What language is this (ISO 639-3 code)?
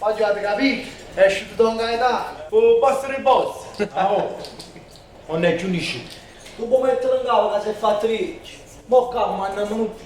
nap